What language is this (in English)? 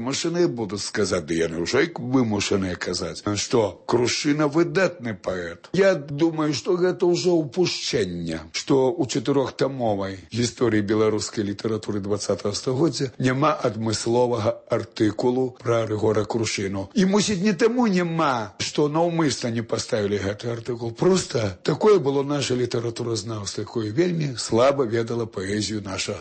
Belarusian